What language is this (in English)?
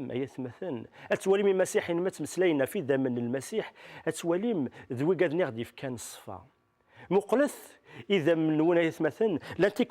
Kabyle